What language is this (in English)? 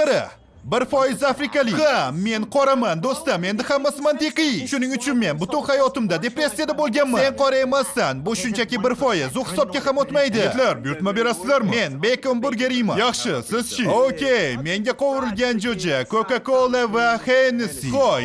Uzbek